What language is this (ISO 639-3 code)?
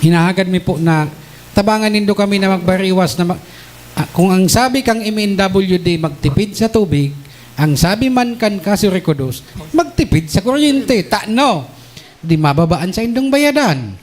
bik